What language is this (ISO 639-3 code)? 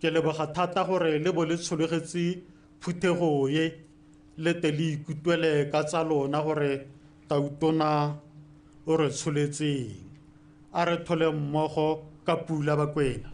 tsn